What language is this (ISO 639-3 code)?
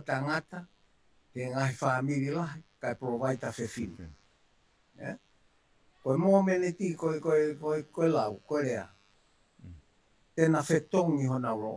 ton